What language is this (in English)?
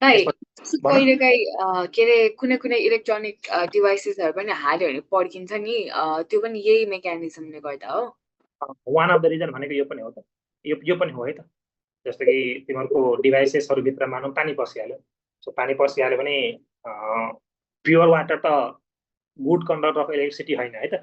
Nepali